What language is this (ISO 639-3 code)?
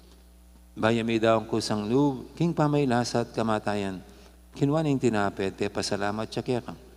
pam